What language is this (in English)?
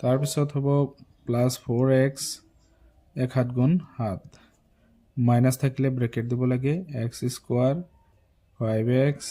Assamese